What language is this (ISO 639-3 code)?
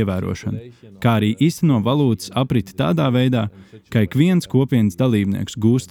lav